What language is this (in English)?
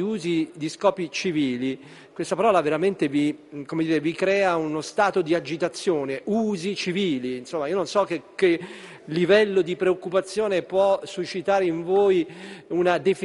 Italian